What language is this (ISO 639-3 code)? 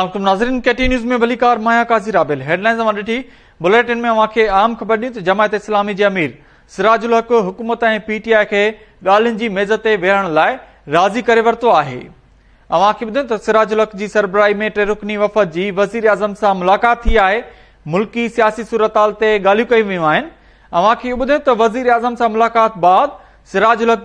snd